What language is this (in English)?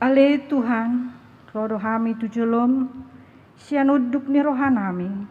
Batak Toba